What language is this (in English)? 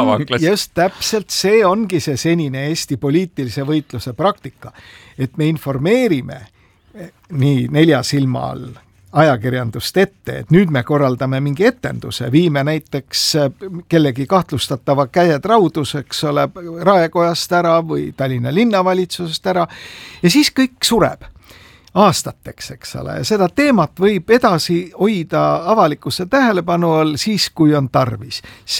Estonian